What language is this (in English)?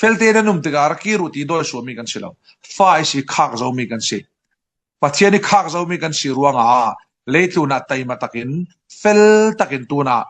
Falam Chin